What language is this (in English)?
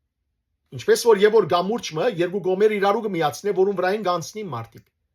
Western Armenian